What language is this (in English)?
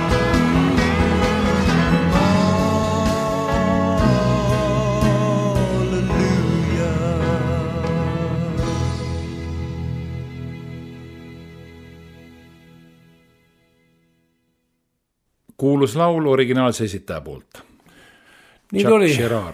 Estonian